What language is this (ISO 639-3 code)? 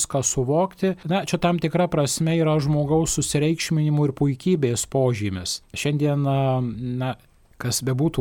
lit